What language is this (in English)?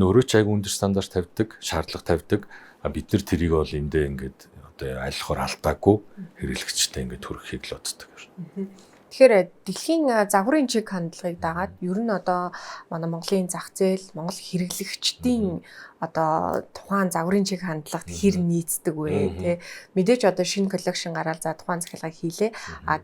Mongolian